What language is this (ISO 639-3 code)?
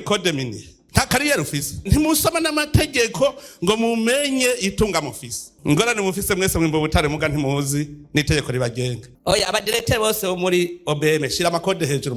run